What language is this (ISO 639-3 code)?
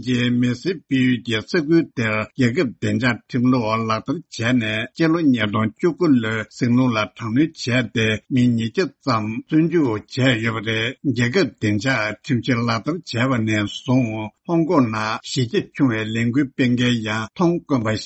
bod